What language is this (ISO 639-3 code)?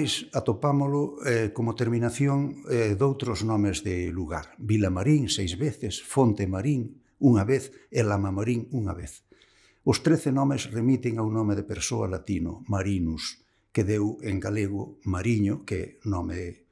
glg